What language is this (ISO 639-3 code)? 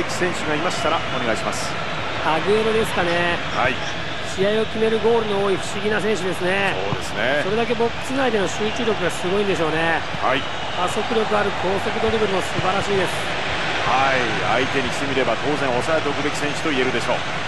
jpn